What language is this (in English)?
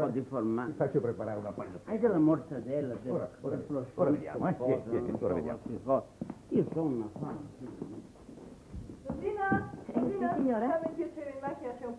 Italian